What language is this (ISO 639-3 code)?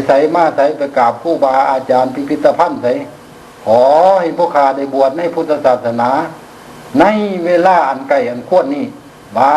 lao